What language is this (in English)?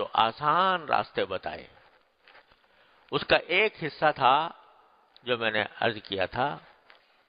Urdu